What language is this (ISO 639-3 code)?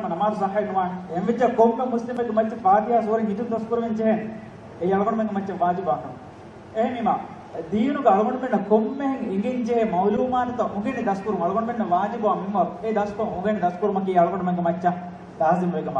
div